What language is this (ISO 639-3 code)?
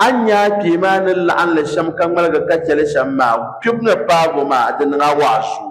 dag